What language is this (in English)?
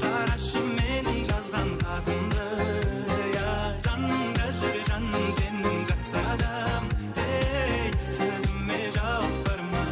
Kara-Kalpak